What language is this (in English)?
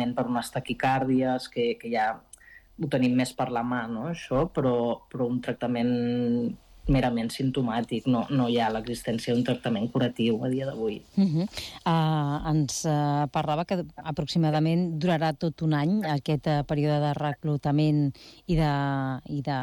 Catalan